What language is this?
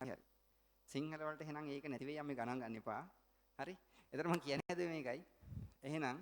Sinhala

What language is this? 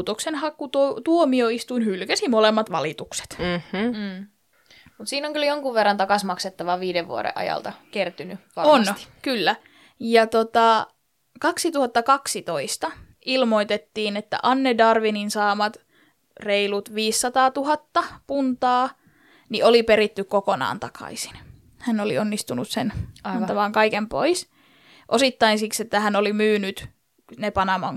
Finnish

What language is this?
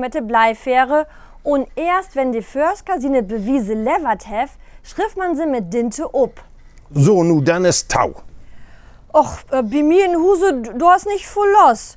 Low German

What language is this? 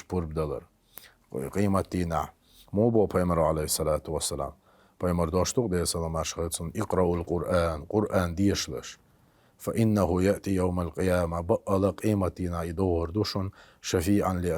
Chechen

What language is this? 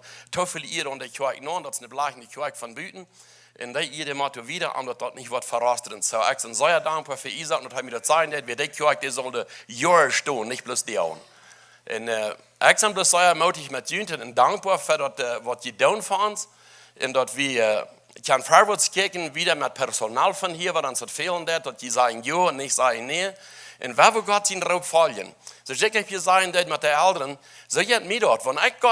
Plautdietsch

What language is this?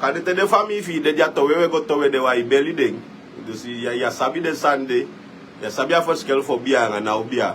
Sranan Tongo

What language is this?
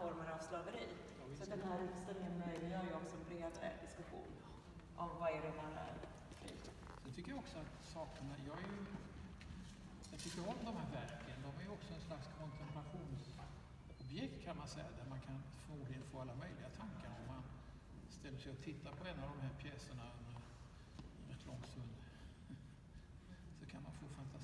Swedish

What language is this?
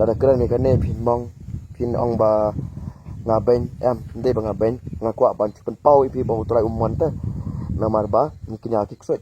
Khasi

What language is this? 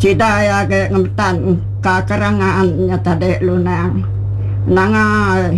Iban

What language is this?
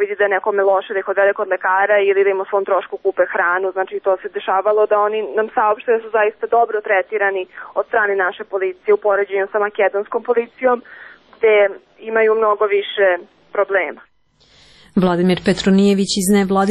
Serbian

